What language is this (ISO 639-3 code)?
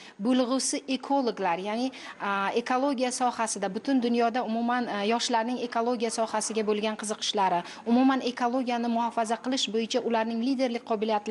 uzb